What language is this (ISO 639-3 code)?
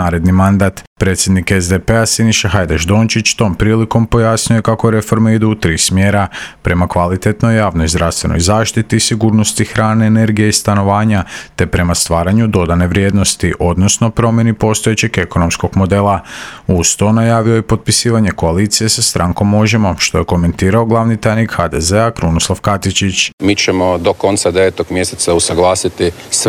hrv